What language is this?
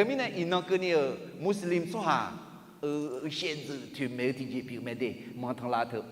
Akha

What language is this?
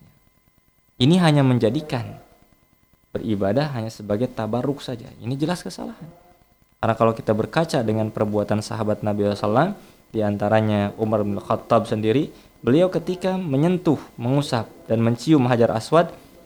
Indonesian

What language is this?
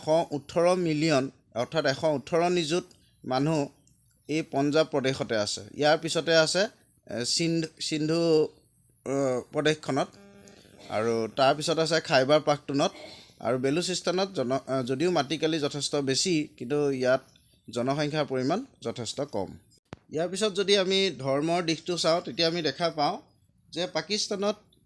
Assamese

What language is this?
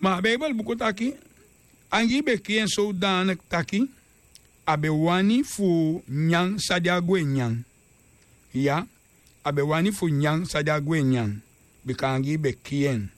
Sranan Tongo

